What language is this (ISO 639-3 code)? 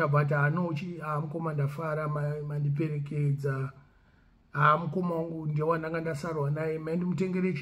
sna